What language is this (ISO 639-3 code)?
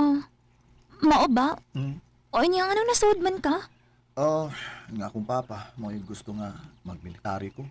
ceb